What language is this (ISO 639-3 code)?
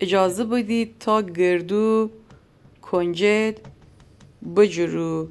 glk